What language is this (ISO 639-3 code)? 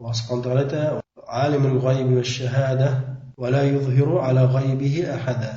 bak